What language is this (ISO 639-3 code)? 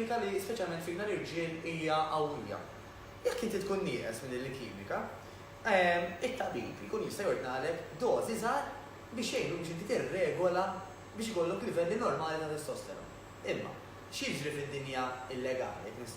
mlt